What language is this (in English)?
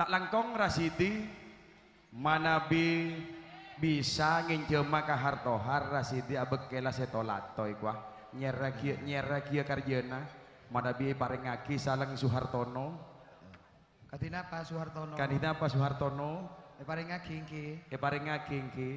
Madurese